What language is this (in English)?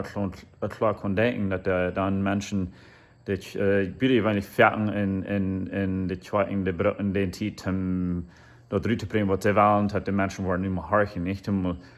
Plautdietsch